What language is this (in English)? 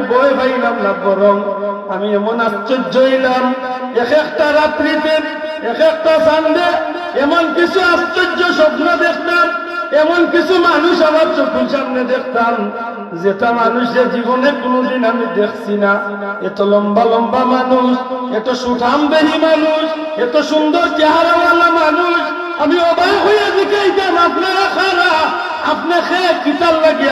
Sylheti